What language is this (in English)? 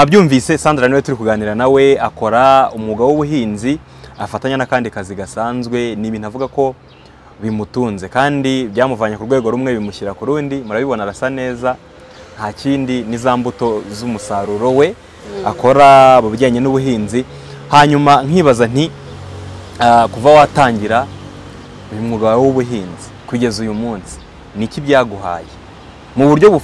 Kinyarwanda